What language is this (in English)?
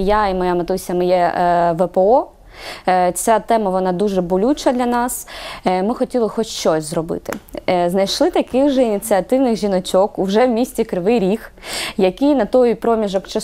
Ukrainian